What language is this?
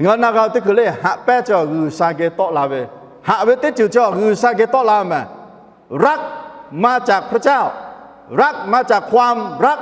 Lahu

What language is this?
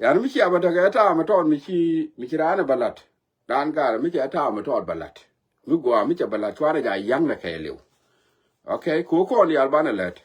Nuer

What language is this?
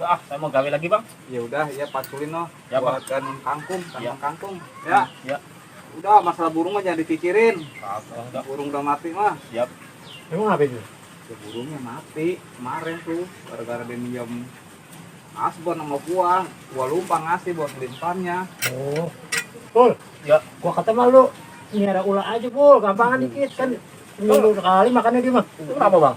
Betawi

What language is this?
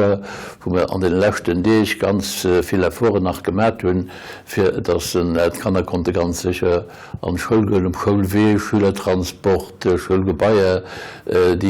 Luxembourgish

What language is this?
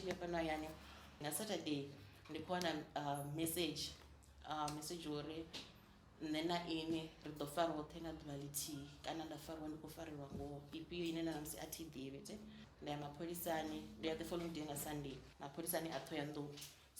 Venda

